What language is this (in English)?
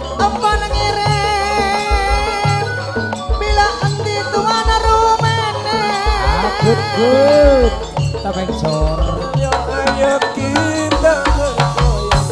Madurese